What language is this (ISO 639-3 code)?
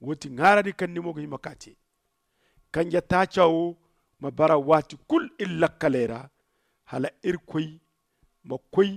dje